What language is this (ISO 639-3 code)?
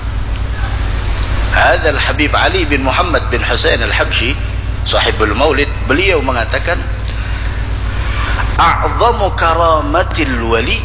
ind